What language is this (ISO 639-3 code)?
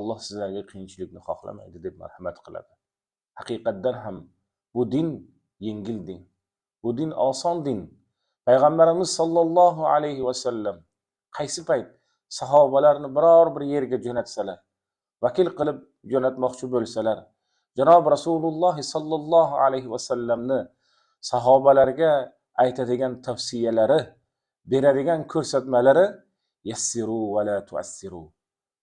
uzb